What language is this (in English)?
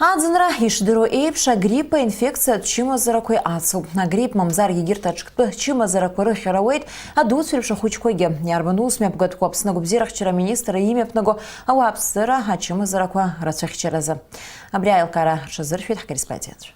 Abkhazian